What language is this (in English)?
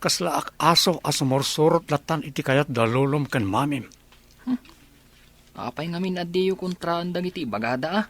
Iloko